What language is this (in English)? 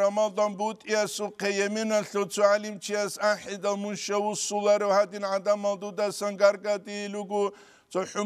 Avaric